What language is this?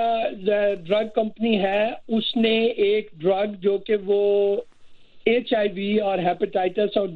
Urdu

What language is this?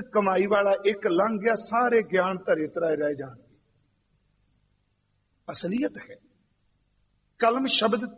Punjabi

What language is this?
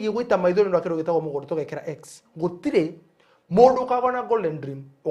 Kikuyu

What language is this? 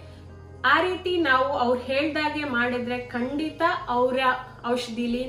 Kannada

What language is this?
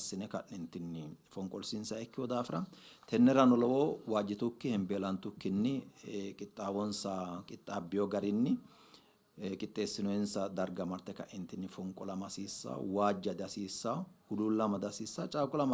Sidamo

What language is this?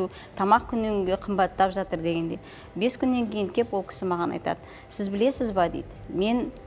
Kazakh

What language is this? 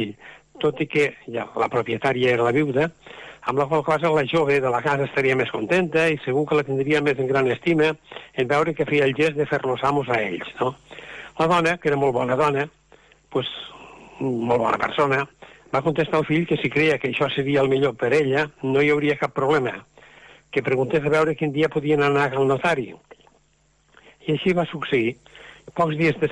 Catalan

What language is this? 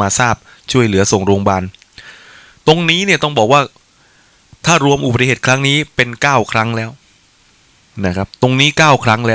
Thai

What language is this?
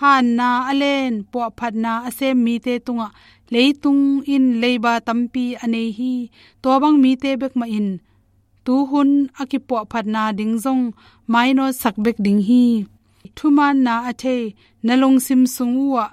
Tedim Chin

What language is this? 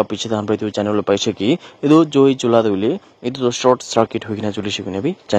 Naga Pidgin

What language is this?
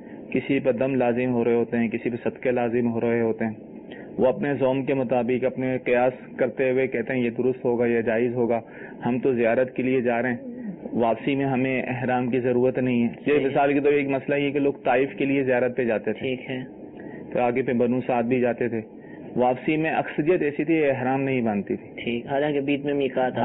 Urdu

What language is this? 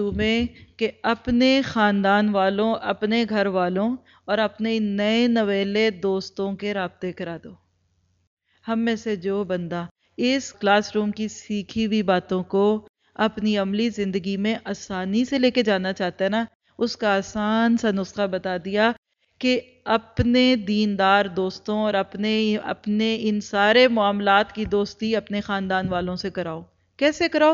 Urdu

